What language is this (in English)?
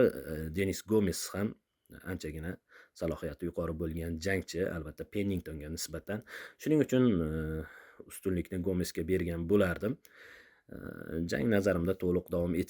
Uzbek